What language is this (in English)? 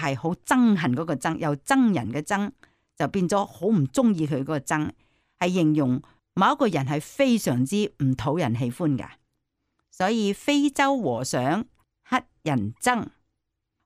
Cantonese